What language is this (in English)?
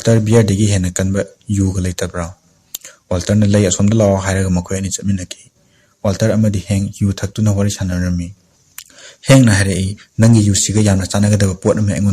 Manipuri